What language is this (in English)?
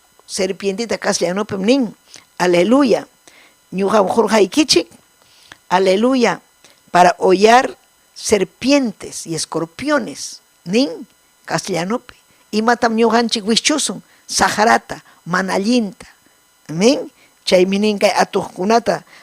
Ayacucho Quechua